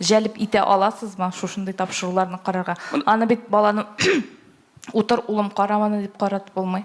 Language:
Tatar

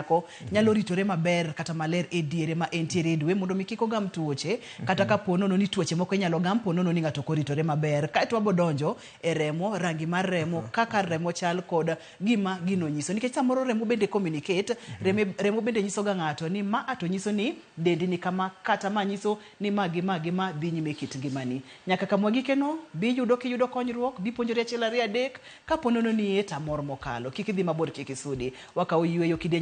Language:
Luo (Kenya and Tanzania)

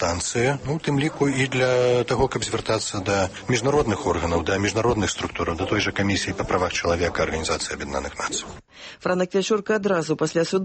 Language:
Belarusian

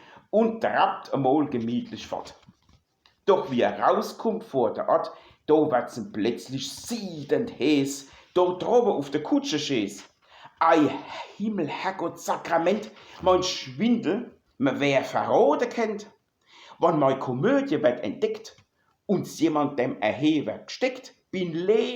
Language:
Palatine German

